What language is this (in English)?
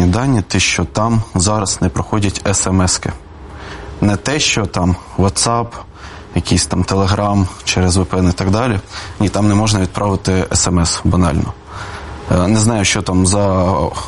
Ukrainian